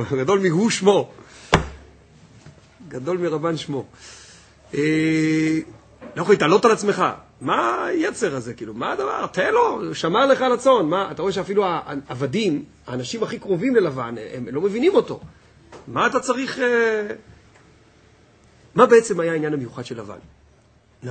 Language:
Hebrew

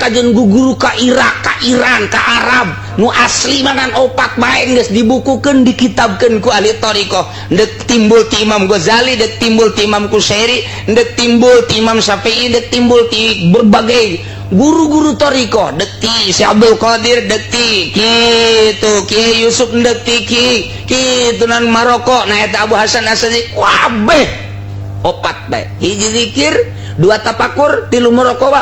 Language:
Sundanese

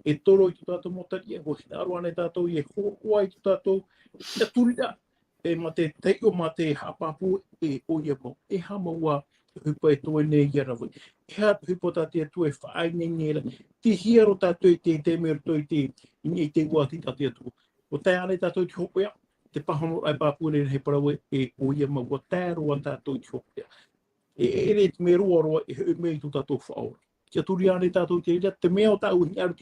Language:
Tahitian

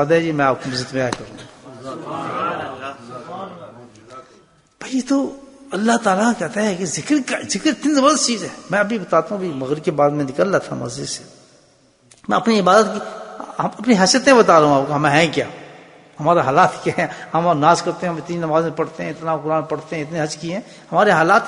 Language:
Urdu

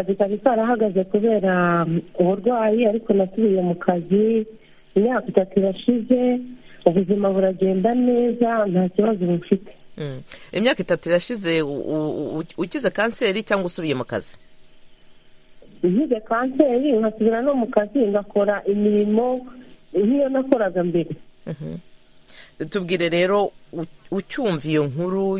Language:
Kinyarwanda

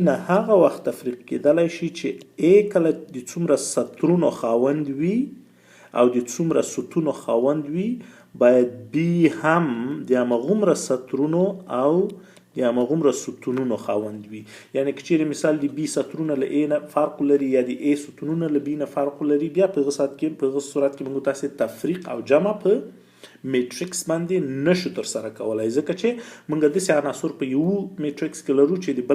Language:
Pashto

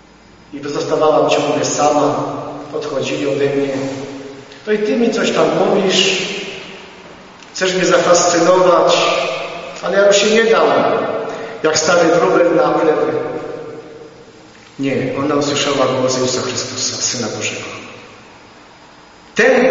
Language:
Polish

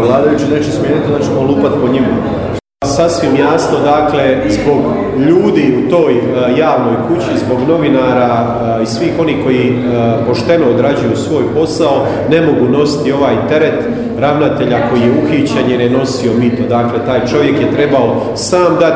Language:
Croatian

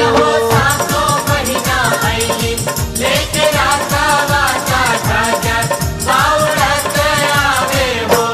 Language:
Bhojpuri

